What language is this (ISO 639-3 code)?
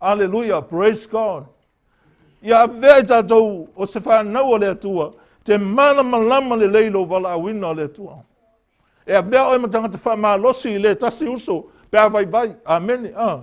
smo